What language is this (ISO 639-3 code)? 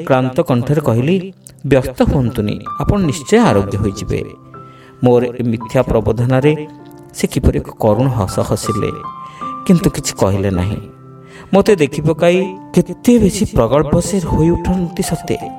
ori